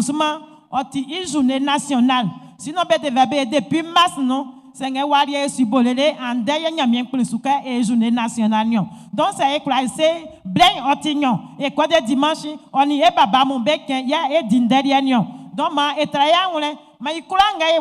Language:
Baoulé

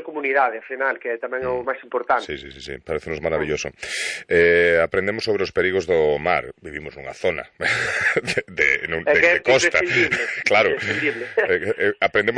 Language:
Galician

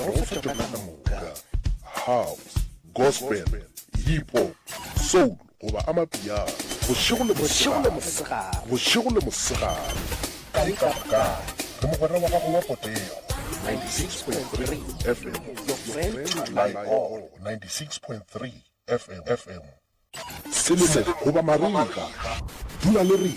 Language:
Northern Sotho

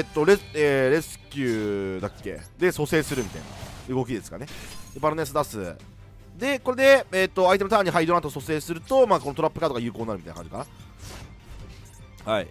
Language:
Japanese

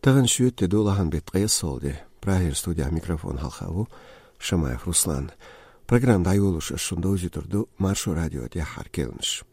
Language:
Chechen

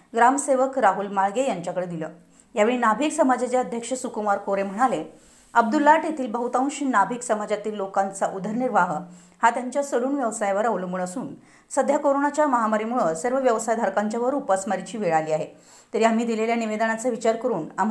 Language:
Marathi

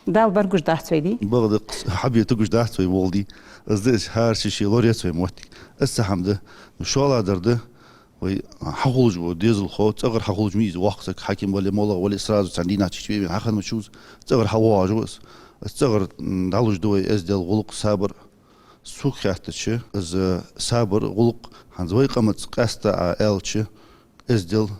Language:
Ingush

